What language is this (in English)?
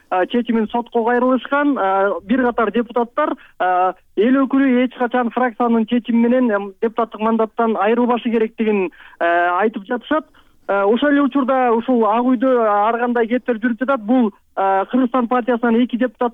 Kyrgyz